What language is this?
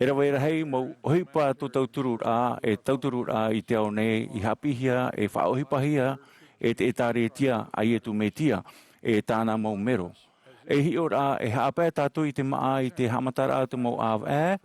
Tahitian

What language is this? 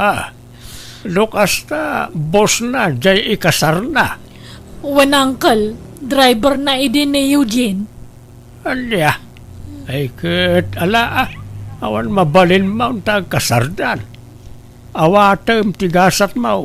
Iloko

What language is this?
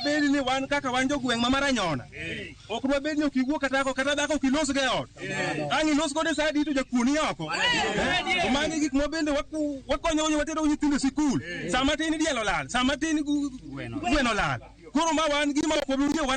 Luo (Kenya and Tanzania)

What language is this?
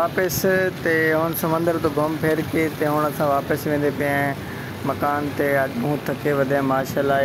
Saraiki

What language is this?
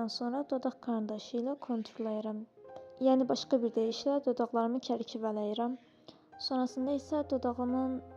Azerbaijani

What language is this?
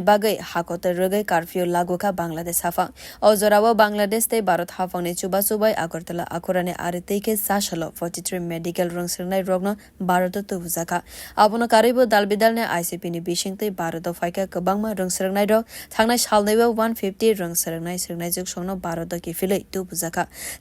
Kok Borok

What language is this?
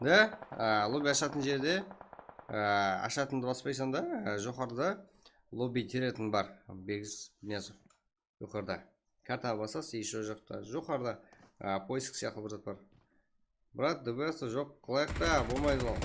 Kara-Kalpak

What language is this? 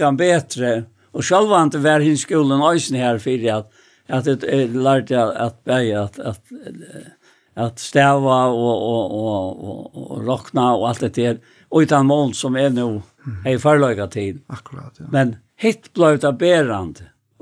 Faroese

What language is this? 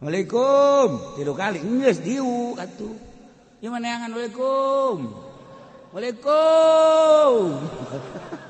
Sundanese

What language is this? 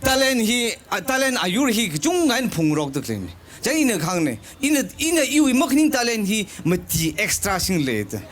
Tangkhul Naga (India)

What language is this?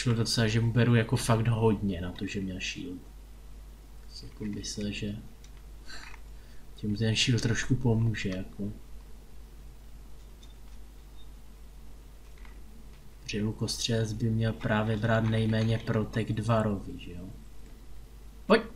Czech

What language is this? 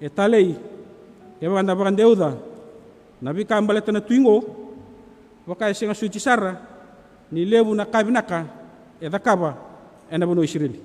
Fijian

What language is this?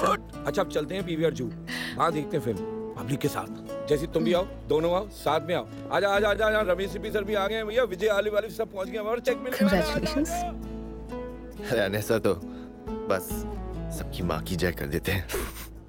Hindi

